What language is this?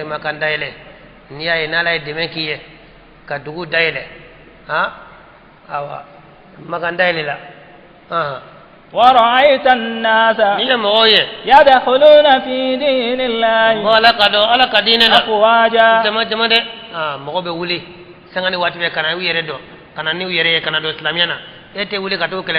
Bambara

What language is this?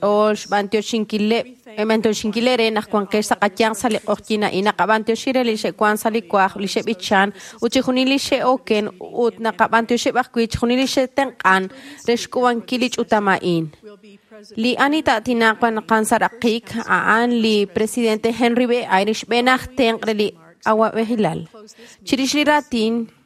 Kekchí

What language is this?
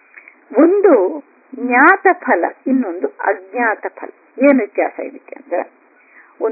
Kannada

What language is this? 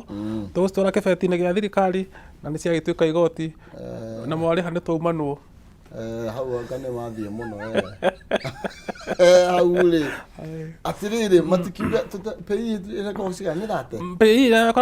Kikuyu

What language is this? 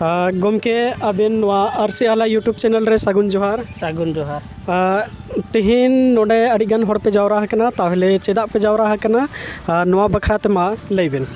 Santali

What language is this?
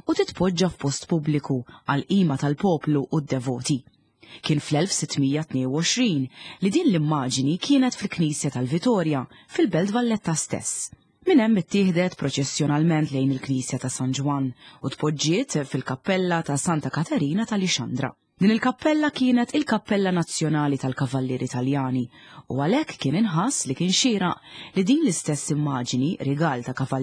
Maltese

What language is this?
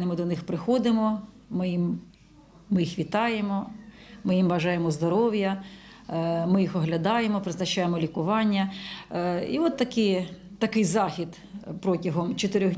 Ukrainian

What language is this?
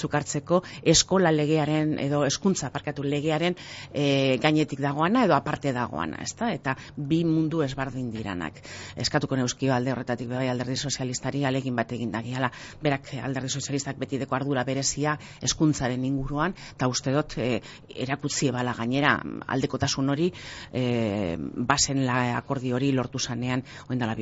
Basque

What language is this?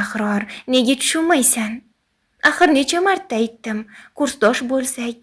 Uzbek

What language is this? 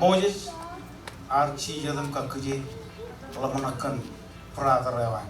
Marshallese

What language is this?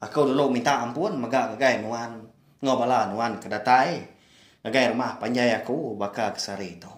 Iban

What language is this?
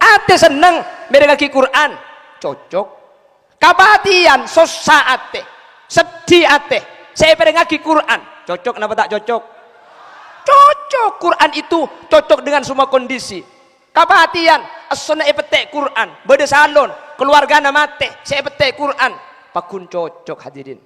Madurese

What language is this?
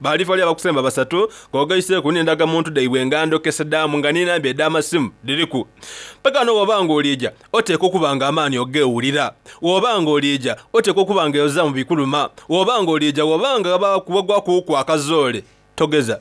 Soga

